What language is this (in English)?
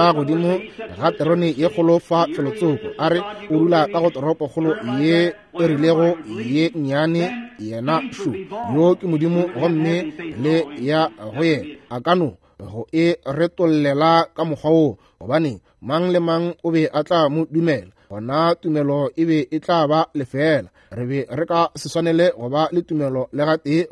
Northern Sotho